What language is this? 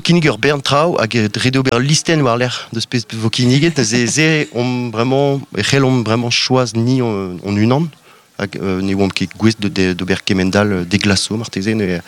Breton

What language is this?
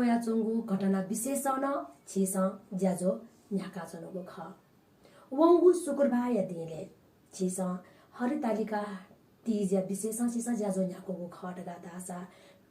Newari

